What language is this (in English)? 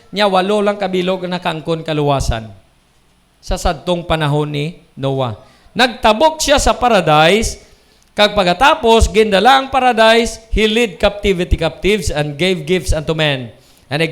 Hiligaynon